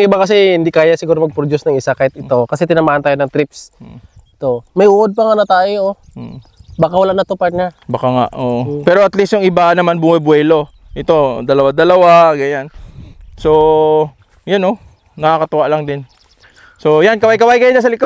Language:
Filipino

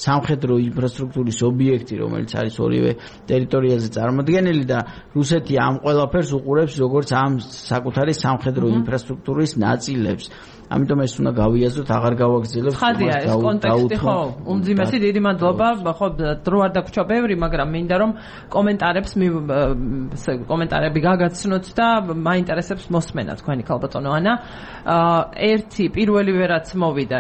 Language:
Georgian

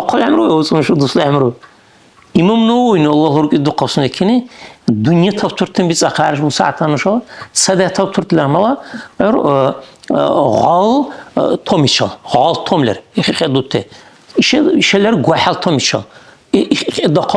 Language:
Dargwa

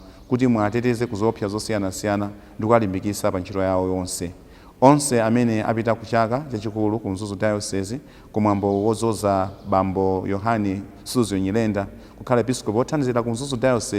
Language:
Nyanja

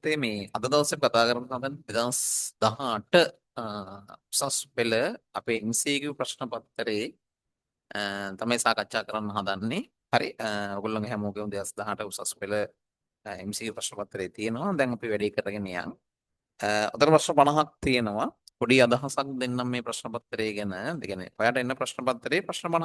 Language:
Sinhala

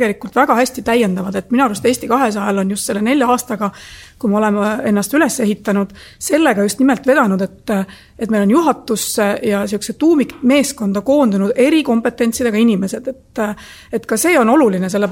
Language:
Estonian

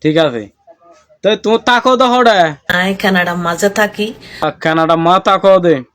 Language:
Rohingya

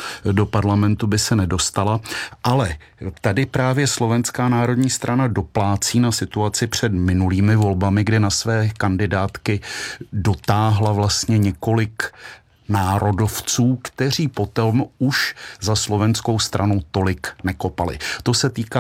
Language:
Czech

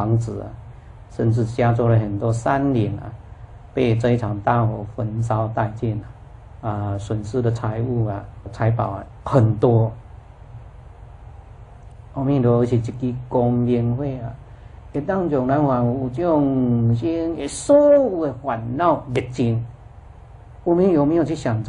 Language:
Chinese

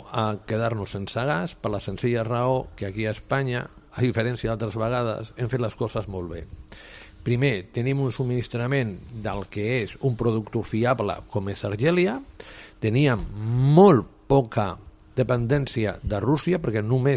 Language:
Catalan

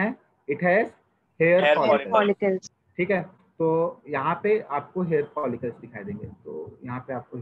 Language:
Hindi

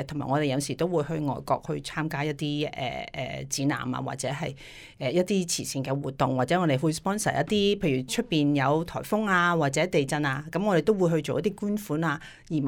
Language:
Cantonese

